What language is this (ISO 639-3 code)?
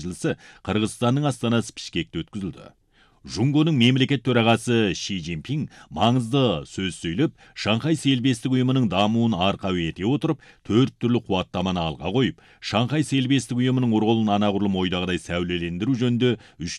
kaz